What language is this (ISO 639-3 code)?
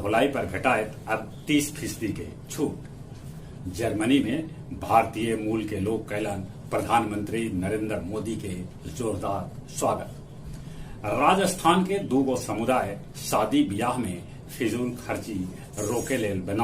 mag